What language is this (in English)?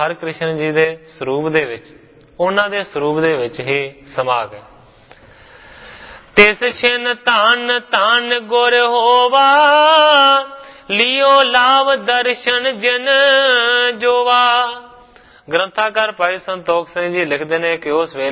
Punjabi